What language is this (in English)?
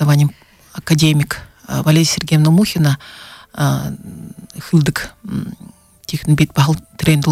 Buriat